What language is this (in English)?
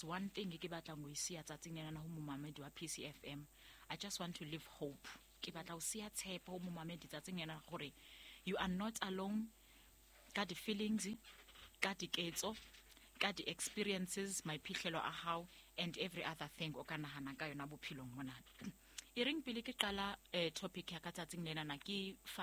Southern Sotho